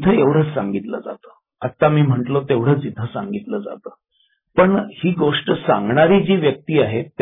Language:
Marathi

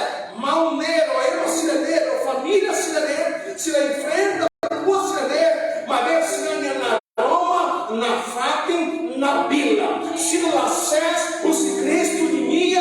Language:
Tetum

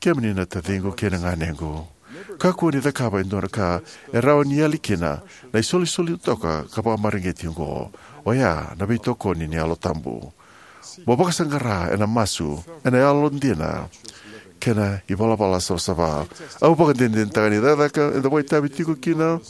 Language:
Fijian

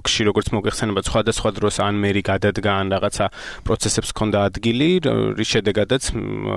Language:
Georgian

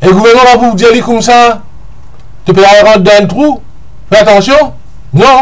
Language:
Morisyen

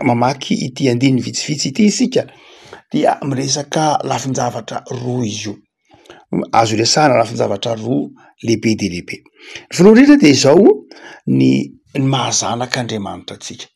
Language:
Malagasy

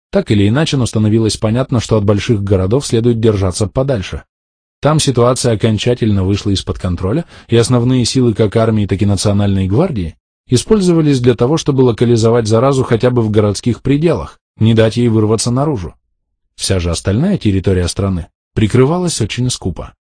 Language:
Russian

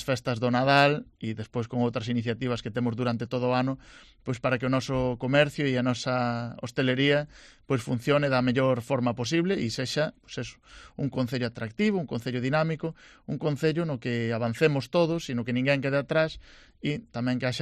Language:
Galician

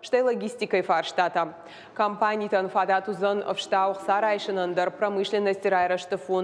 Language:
Ossetic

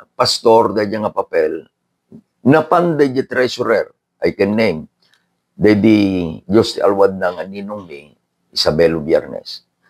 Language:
Iloko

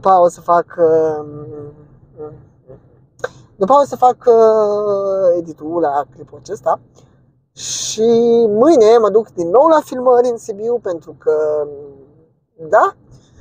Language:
Romanian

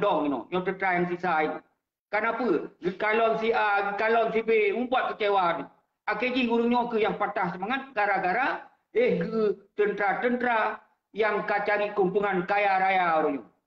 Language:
Achinese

